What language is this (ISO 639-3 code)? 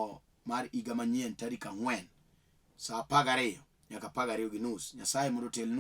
luo